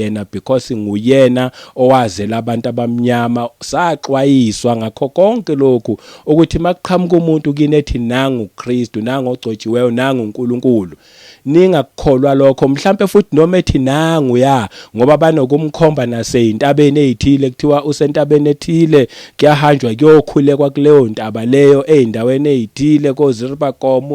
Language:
Zulu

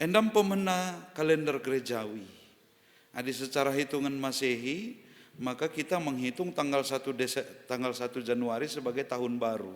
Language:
Batak Karo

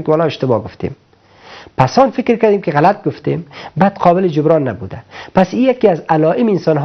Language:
Persian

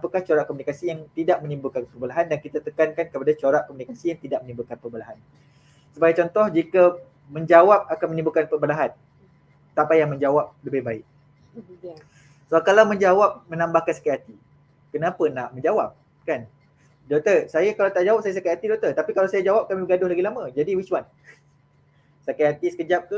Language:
Malay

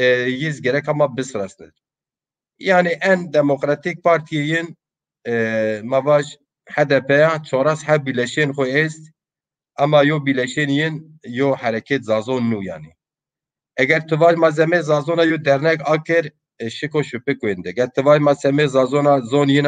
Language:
Zaza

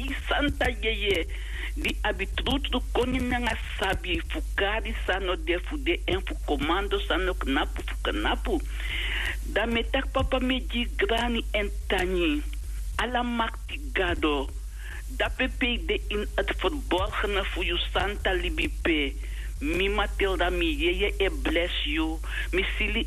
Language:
Sranan Tongo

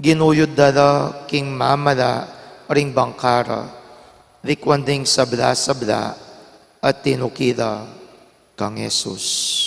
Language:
Pampanga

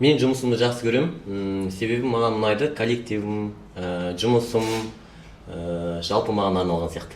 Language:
Kazakh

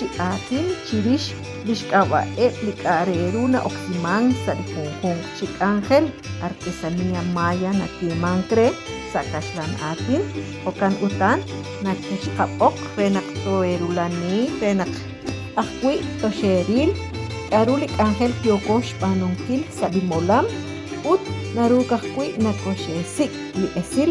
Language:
Kekchí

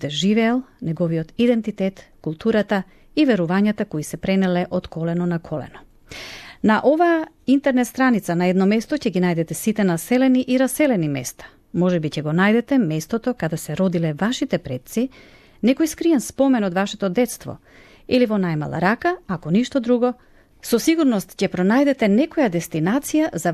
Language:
Macedonian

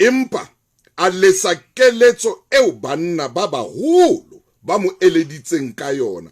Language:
Southern Sotho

